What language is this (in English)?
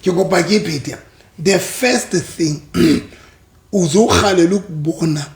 Southern Sotho